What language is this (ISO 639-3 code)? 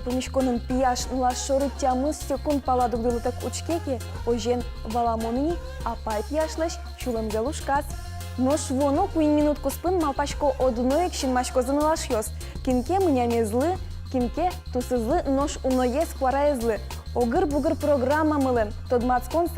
udm